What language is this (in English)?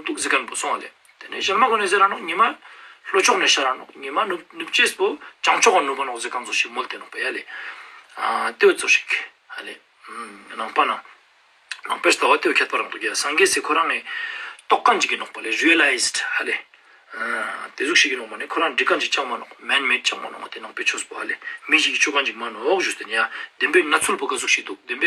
Ladakhi